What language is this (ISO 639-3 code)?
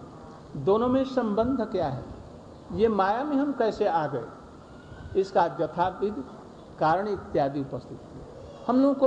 hin